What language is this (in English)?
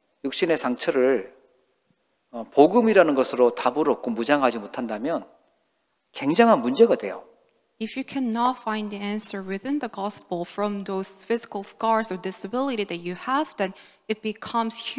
Korean